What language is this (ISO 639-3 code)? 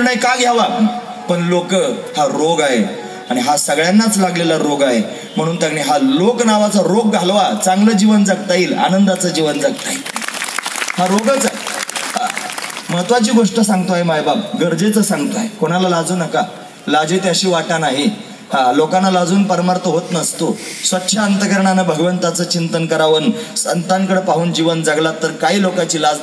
mar